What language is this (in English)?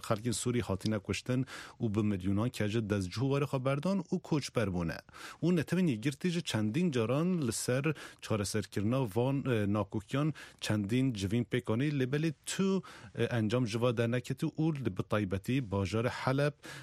Kurdish